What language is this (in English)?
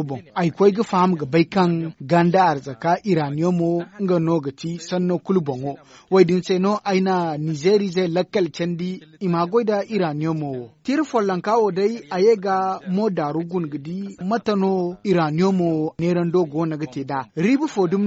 Zarma